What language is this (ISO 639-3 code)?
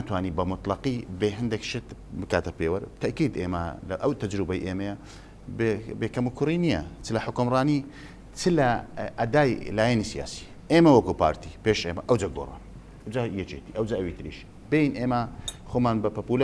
ckb